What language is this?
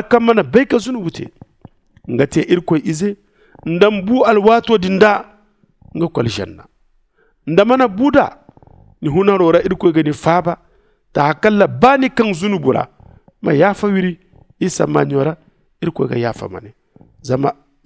Zarma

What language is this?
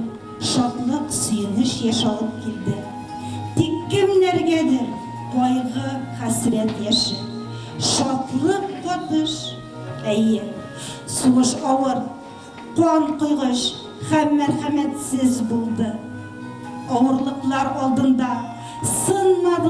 Tatar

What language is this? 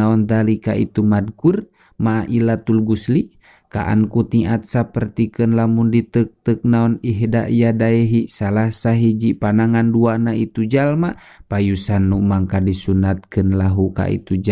Sundanese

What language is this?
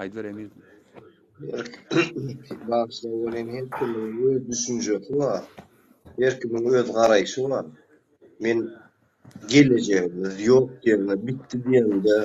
Turkmen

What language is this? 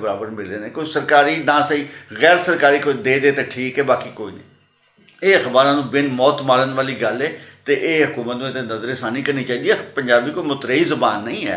Western Panjabi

